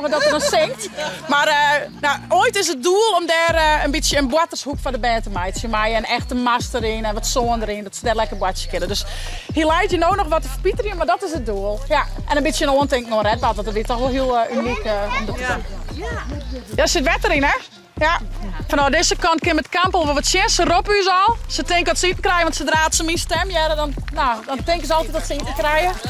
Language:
Western Frisian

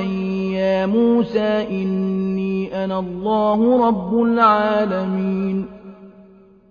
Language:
Arabic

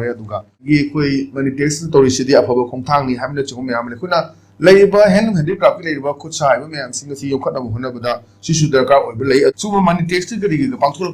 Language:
Manipuri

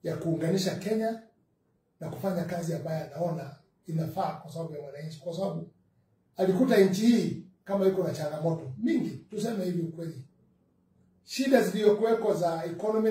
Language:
Swahili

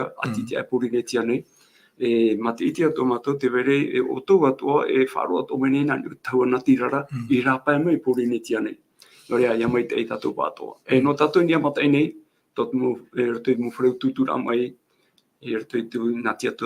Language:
Tahitian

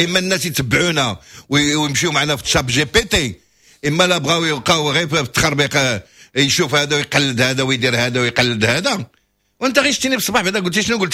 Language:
Moroccan Arabic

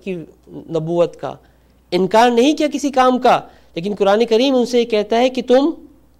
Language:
Urdu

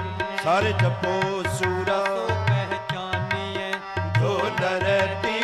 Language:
Punjabi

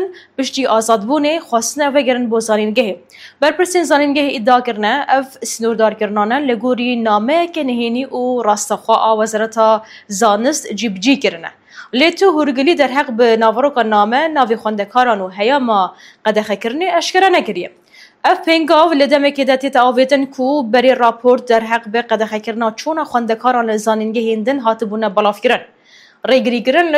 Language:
Kurdish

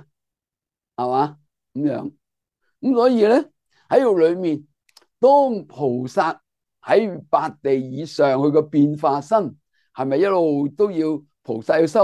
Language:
Cantonese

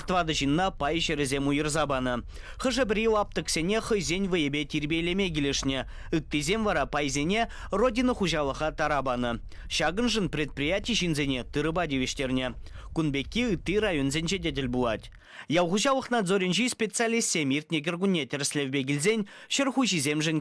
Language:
Chuvash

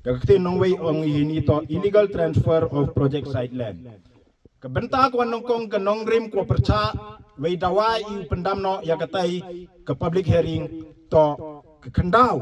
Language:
Khasi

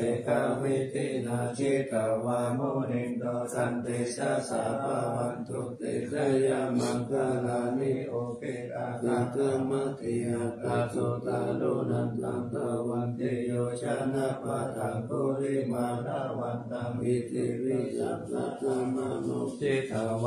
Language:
Pali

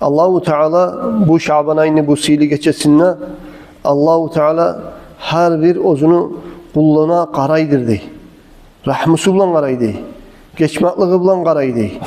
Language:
Kumyk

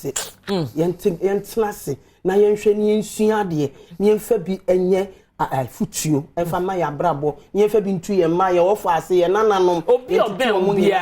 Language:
Akan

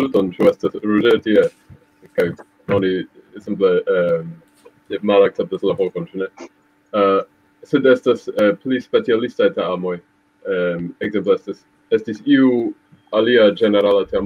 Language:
Esperanto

